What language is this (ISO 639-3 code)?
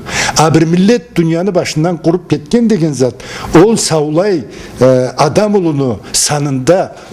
krc